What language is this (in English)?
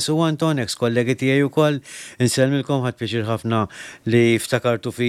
Maltese